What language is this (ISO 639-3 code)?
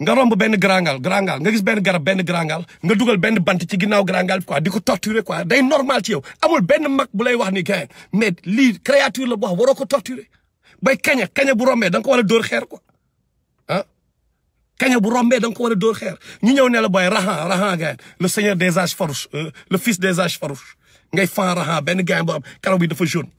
wol